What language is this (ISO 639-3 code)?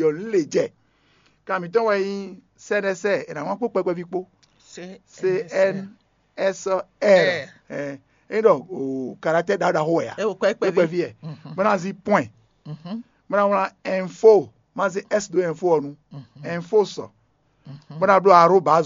fon